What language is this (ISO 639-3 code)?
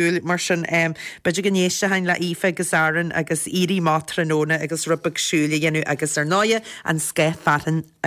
gle